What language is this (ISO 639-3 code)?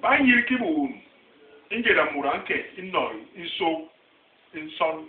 bas